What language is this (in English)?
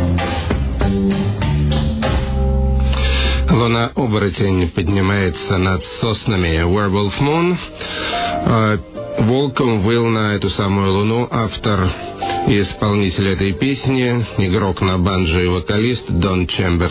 Russian